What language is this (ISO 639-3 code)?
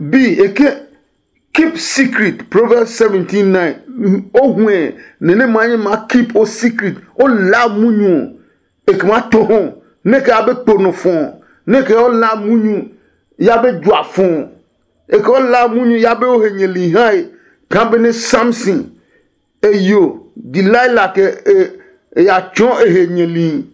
ada